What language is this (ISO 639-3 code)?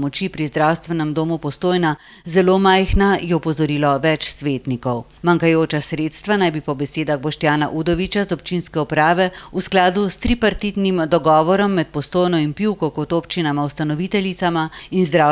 slv